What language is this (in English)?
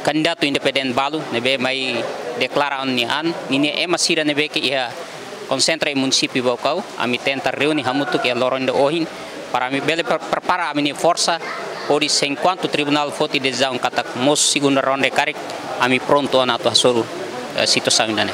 Tetum